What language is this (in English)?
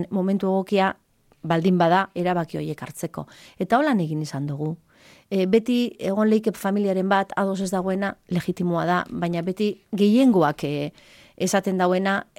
Basque